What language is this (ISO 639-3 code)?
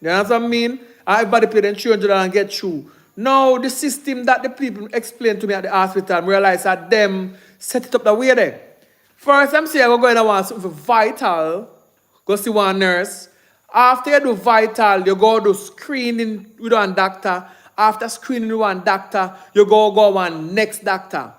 jam